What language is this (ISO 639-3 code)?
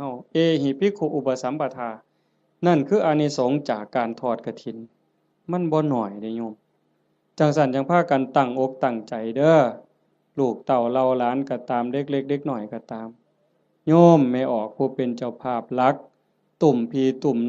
tts